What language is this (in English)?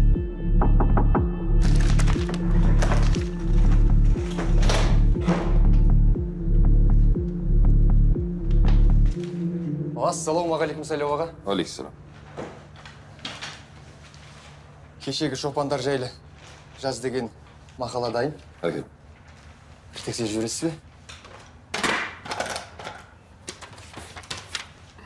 Kazakh